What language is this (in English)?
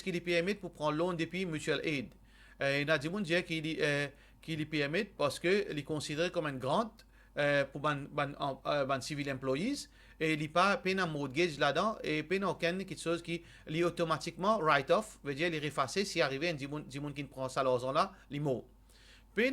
Morisyen